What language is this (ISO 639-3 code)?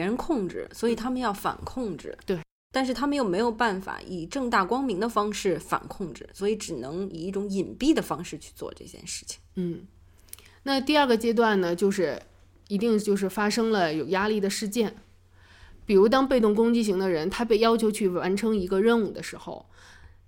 zho